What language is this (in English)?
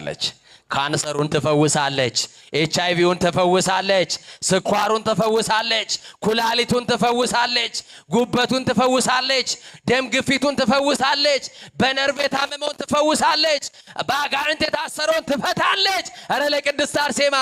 Amharic